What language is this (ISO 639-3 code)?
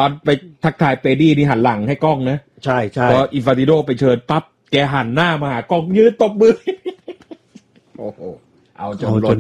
tha